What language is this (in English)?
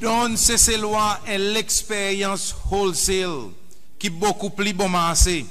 Seselwa Creole French